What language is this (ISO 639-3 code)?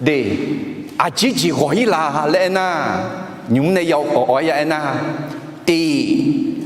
ahk